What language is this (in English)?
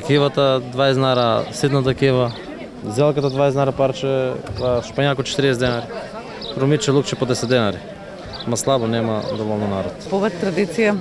Macedonian